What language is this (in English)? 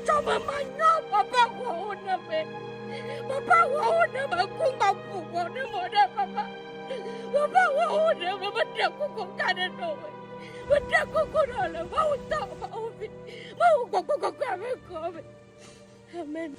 Ewe